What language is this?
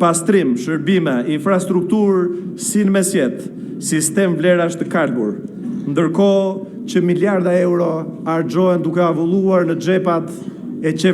Albanian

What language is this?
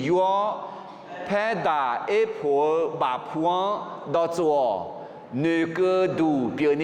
Akha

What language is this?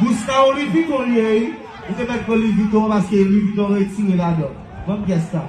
Haitian Creole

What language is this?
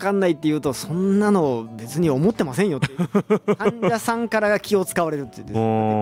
Japanese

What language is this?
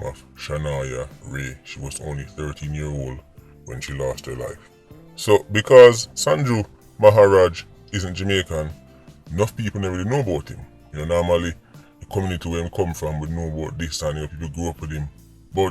Jamaican Creole English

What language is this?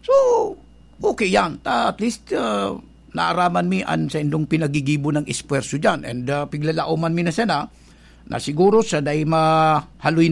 Bikol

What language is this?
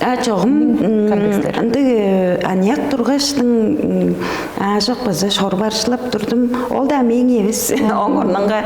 Tuvinian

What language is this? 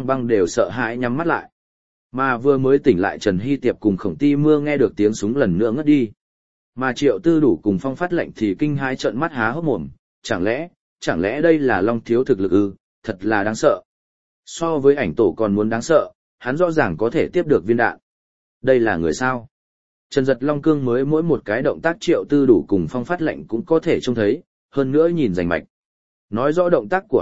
Vietnamese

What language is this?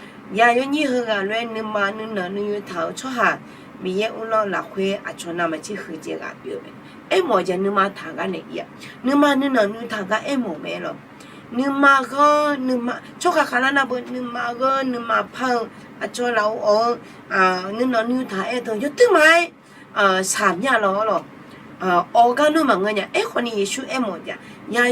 Akha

